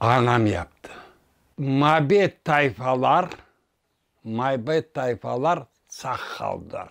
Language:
Crimean Tatar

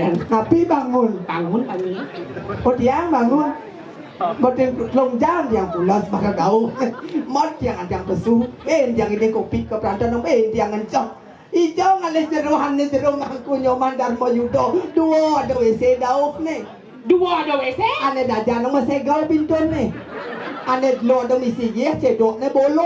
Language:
Balinese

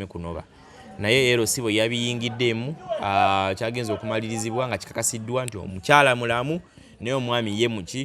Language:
Ganda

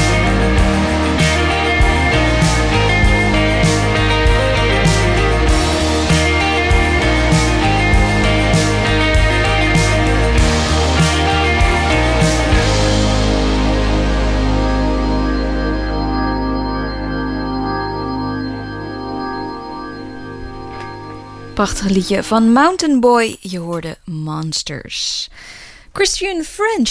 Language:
Dutch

